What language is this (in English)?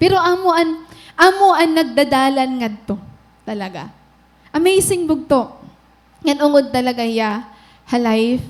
Waray